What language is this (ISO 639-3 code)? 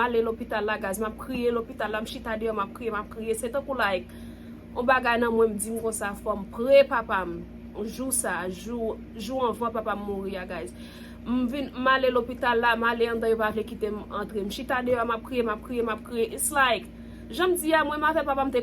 hat